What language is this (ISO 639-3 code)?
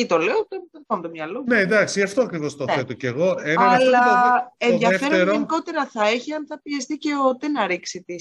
ell